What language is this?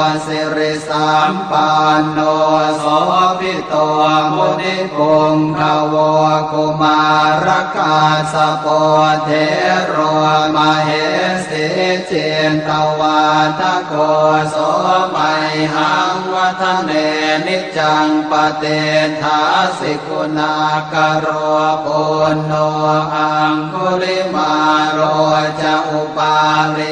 Pali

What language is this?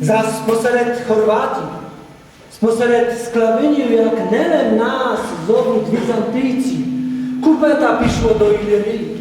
Rusyn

